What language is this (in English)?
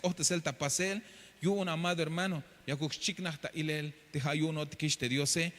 Tzeltal